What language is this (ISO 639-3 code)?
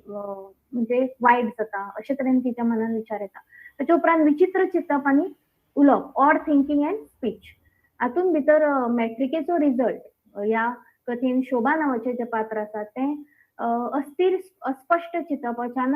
kok